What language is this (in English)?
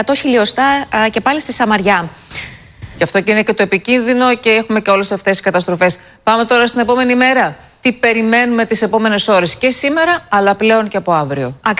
Greek